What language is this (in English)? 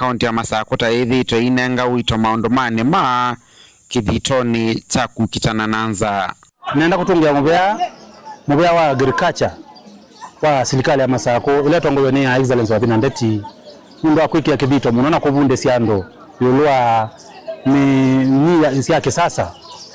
Kamba